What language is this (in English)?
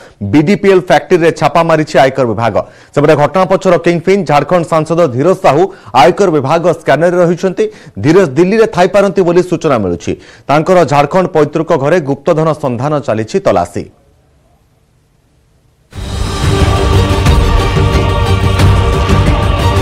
Odia